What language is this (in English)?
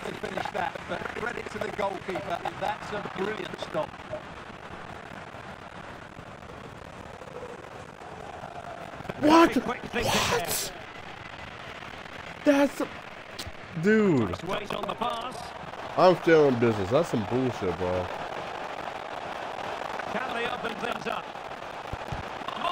English